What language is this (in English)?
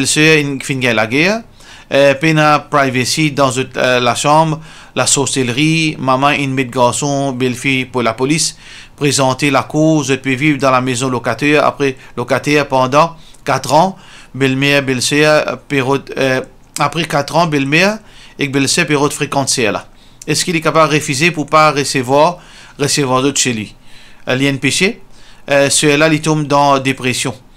Morisyen